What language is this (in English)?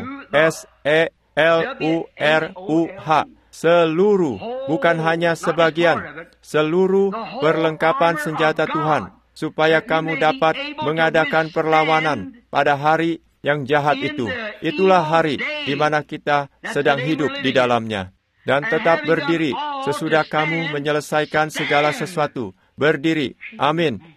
Indonesian